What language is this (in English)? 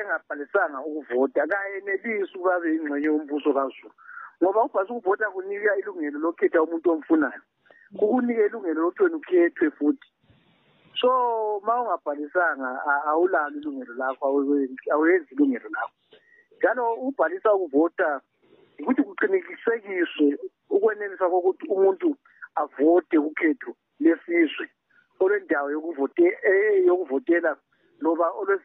North Ndebele